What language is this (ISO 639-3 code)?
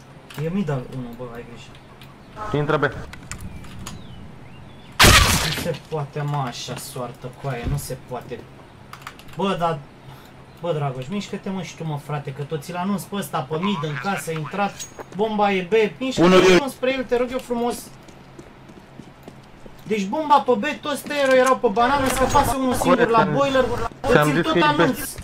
ron